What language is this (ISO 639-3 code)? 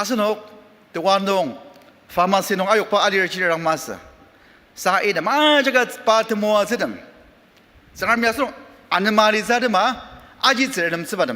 njo